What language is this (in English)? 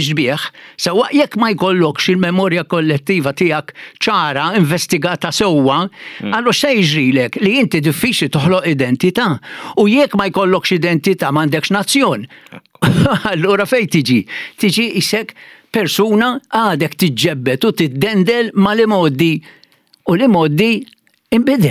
Maltese